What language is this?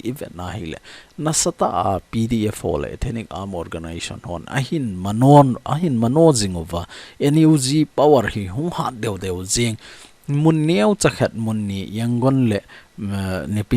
Thado Chin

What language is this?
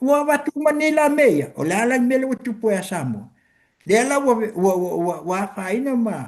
Samoan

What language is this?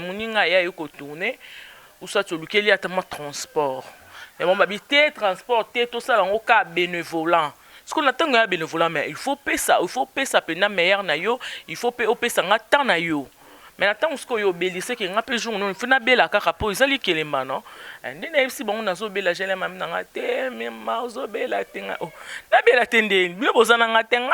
Lingala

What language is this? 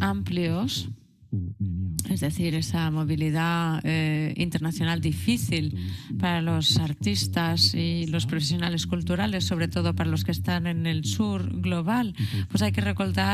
Spanish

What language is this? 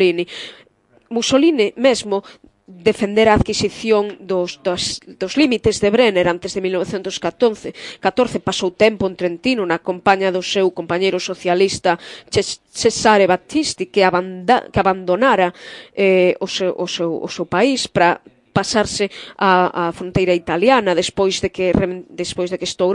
Galician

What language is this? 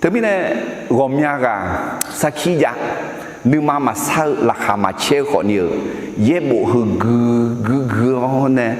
Akha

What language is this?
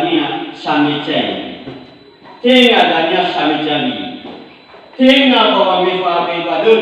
Nias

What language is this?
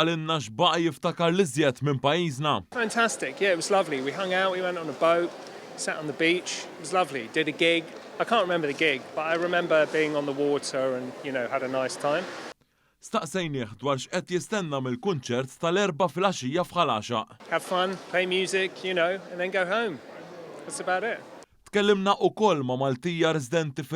Maltese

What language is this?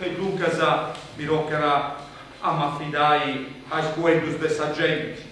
Sardinian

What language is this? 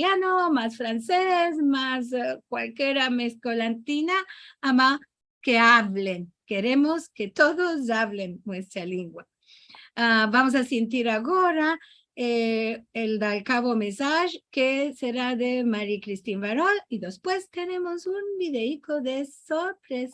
Ladino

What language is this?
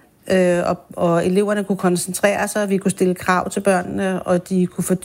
Danish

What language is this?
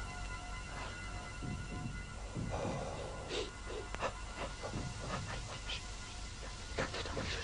Bulgarian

